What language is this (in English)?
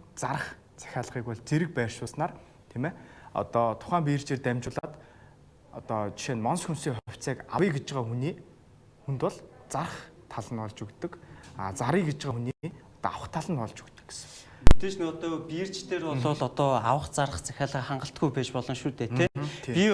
Mongolian